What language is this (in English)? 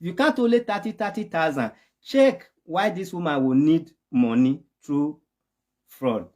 Nigerian Pidgin